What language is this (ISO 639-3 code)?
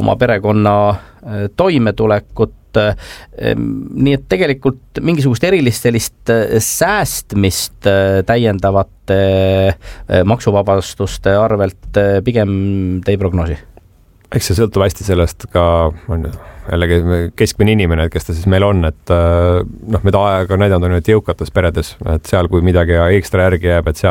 est